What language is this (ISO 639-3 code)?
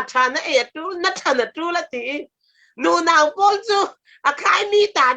cfm